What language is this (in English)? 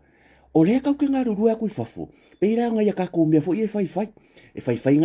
Samoan